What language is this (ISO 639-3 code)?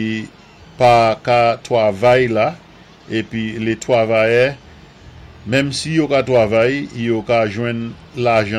acf